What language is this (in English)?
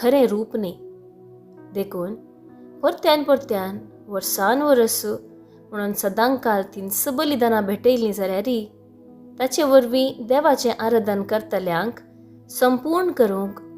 Konkani